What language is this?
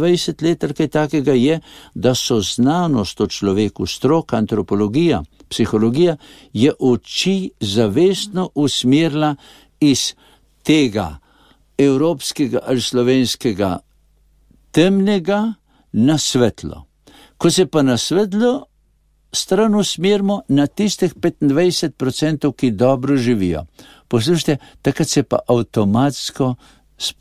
Slovenian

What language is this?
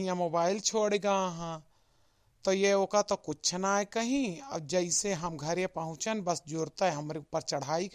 Awadhi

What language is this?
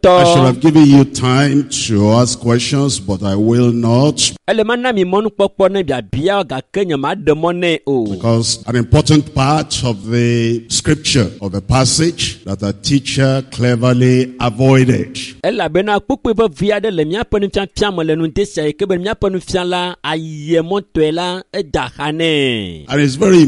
Ewe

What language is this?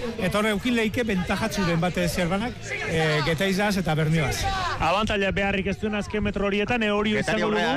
Basque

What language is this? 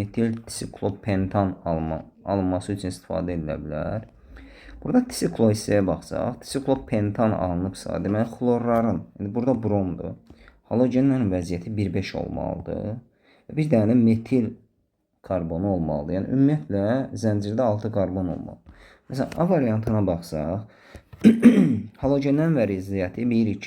Azerbaijani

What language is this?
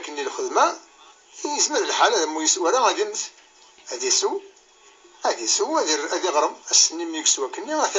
Kabyle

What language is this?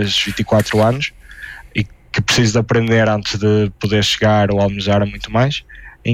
Portuguese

